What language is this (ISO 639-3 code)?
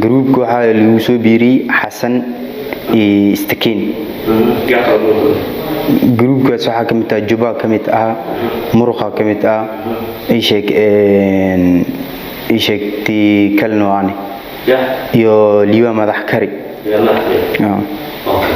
som